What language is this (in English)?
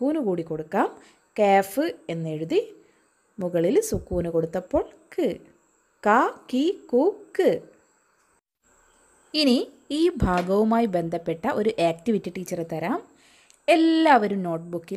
Malayalam